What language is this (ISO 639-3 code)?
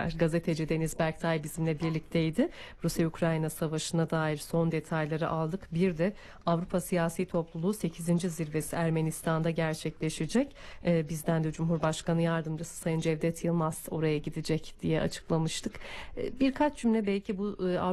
tur